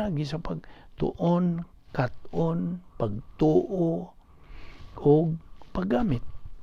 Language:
Cebuano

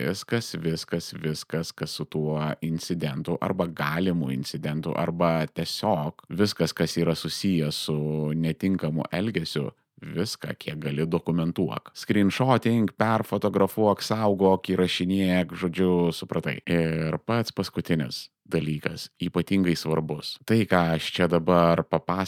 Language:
Lithuanian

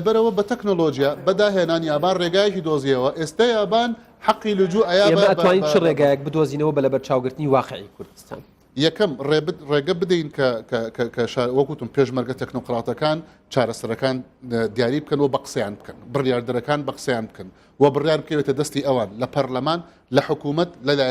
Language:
Central Kurdish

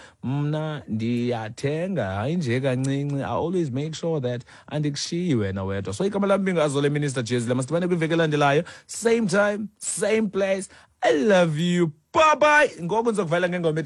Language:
Xhosa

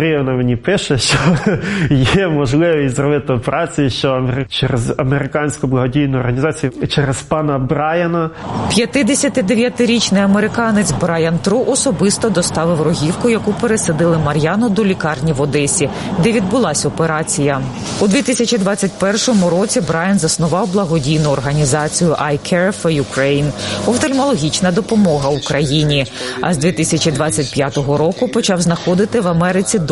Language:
Ukrainian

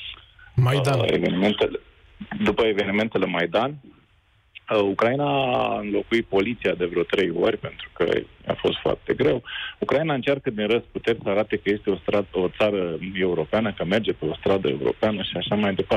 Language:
Romanian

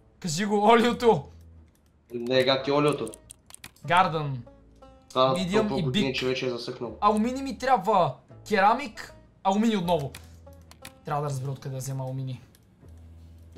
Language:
Bulgarian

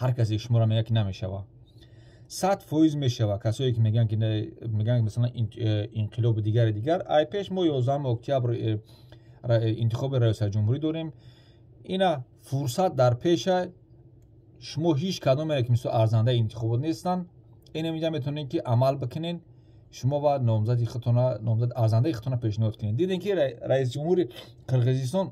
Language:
Tajik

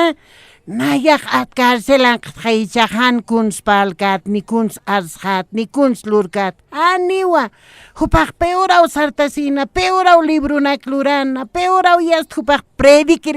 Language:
Aymara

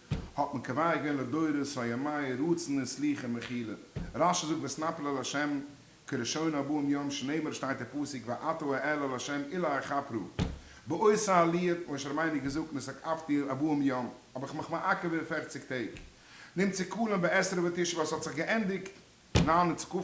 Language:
Yiddish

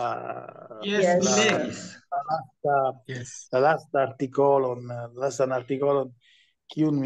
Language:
Esperanto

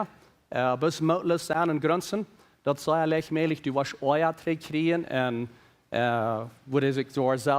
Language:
Plautdietsch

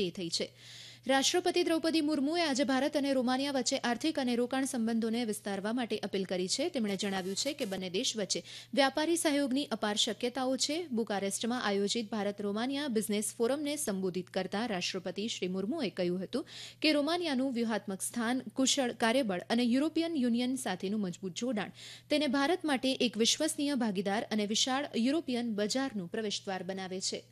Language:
Gujarati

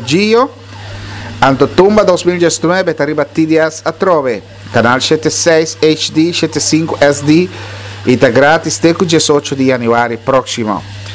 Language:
Papiamento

